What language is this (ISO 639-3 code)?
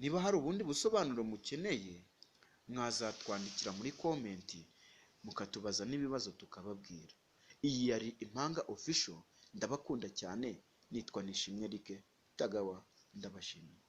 kin